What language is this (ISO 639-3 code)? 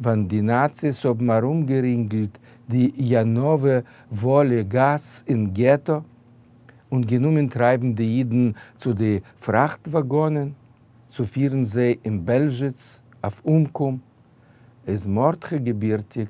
yid